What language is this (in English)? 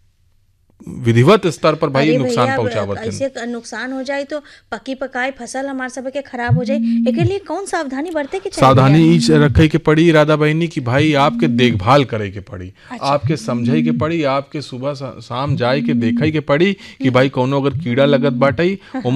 Bhojpuri